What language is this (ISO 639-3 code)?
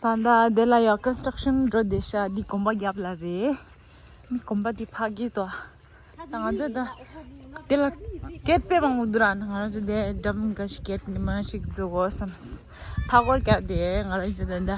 bod